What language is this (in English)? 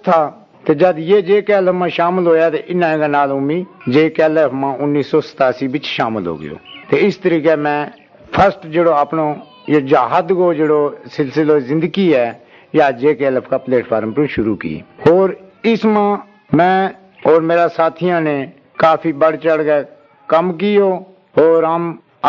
Gujari